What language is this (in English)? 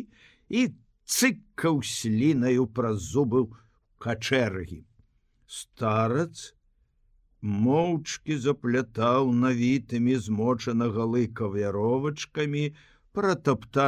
Belarusian